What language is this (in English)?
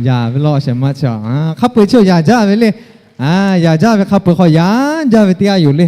Lahu